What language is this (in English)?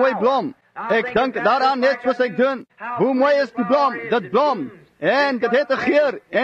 Afrikaans